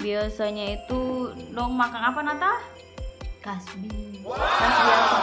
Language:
Ambonese Malay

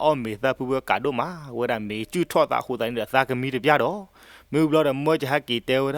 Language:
S'gaw Karen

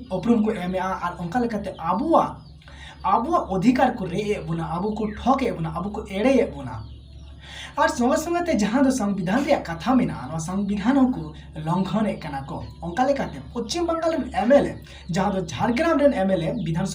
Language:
Santali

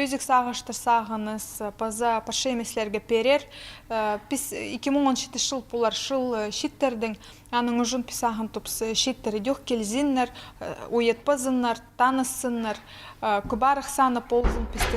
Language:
Khakas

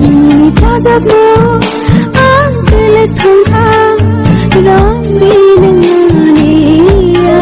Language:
Kok Borok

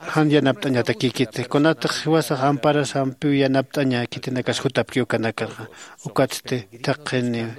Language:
Aymara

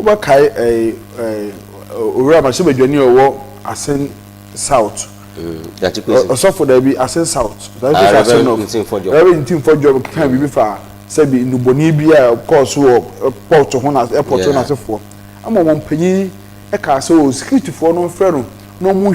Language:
Akan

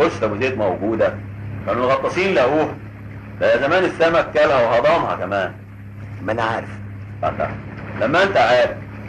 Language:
Egyptian Arabic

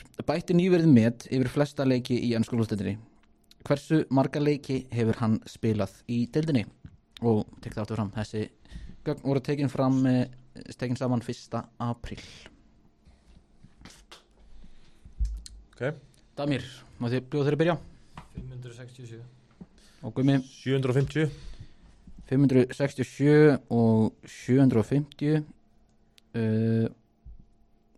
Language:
Icelandic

